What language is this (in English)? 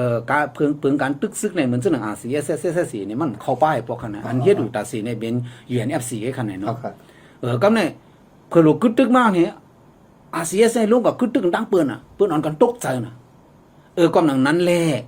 Shan